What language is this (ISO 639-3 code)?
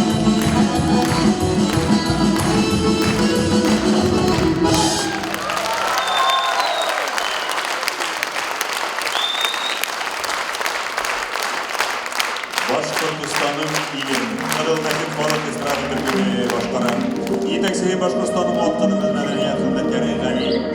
bak